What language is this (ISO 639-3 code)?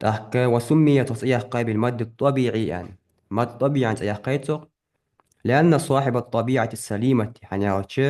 inh